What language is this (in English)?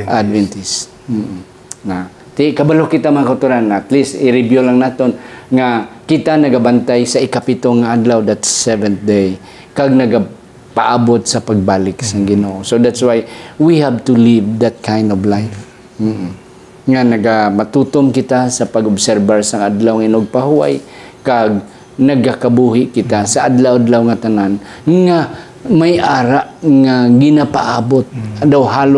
Hiligaynon